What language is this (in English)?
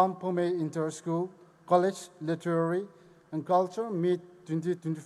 Poumei Naga